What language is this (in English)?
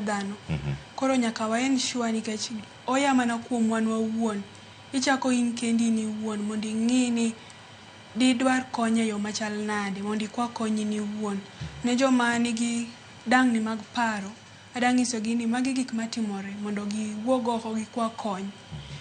Luo (Kenya and Tanzania)